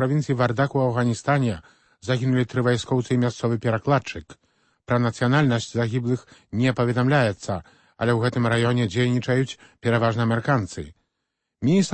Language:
Belarusian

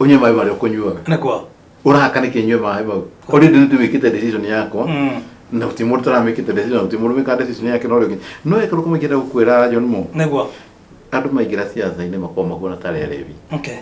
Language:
Kikuyu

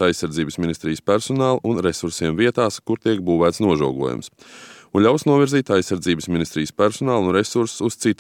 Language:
Latvian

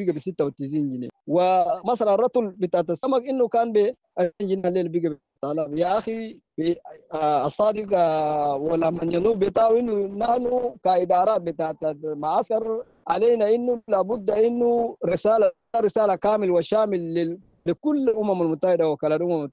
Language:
Sudanese Arabic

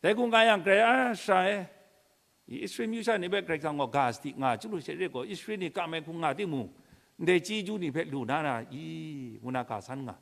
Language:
Kachin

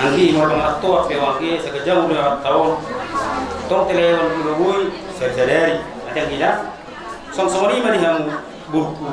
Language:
Batak Toba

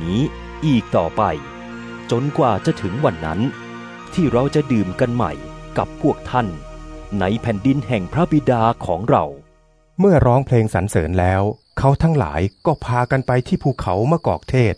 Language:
Thai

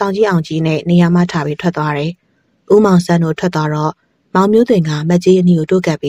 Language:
Burmese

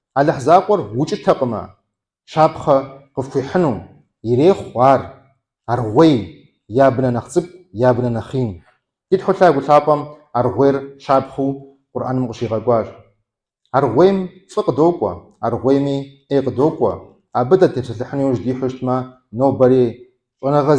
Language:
Kabardian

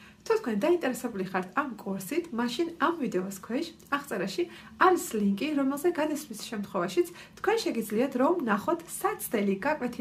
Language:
Georgian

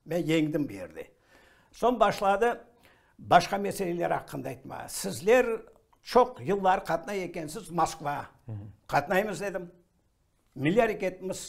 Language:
Crimean Tatar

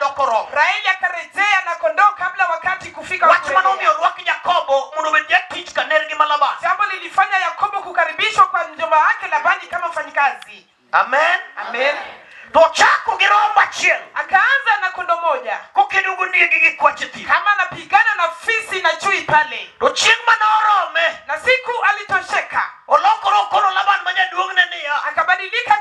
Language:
Luo (Kenya and Tanzania)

